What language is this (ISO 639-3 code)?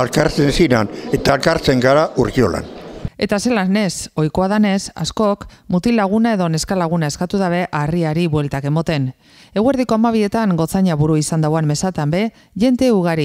eus